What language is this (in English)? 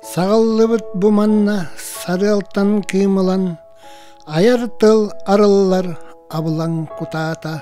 Yakut